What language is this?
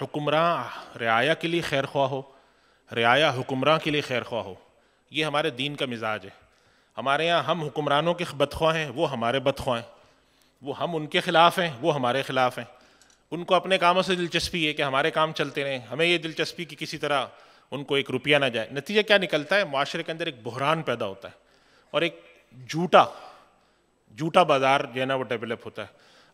Urdu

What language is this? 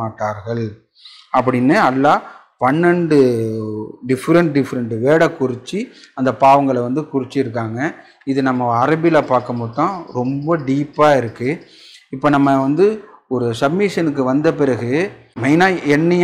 Tamil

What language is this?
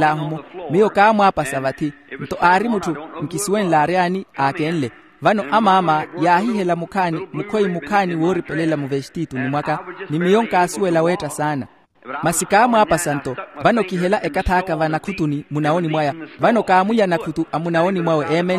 Makhuwa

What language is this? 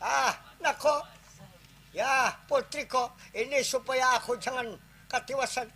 Banjar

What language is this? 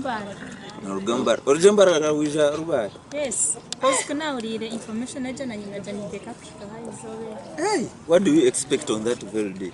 Nyankole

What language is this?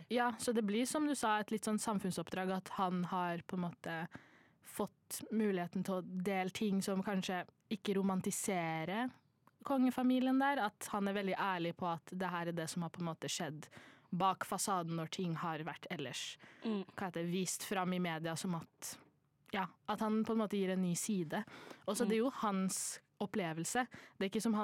Norwegian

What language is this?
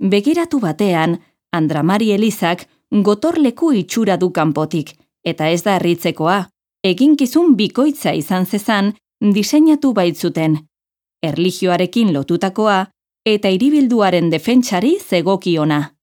Basque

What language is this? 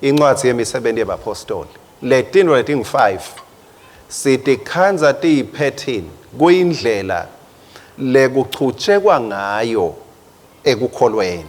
Swati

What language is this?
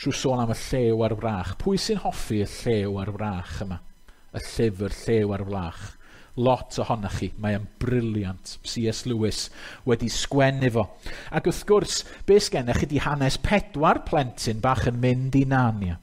Welsh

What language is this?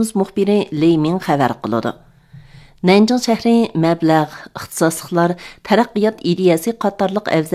Uyghur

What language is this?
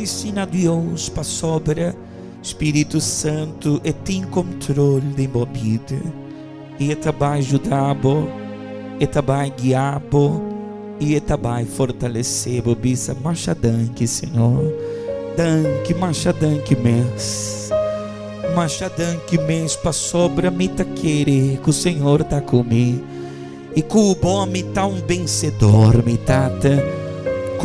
Papiamento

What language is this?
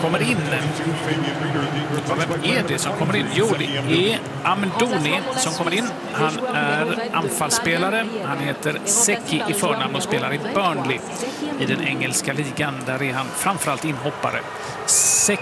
Swedish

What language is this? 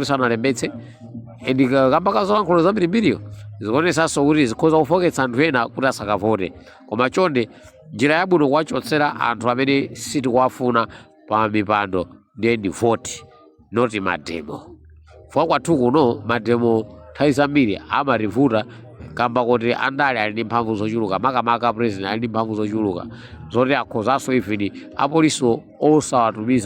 Nyanja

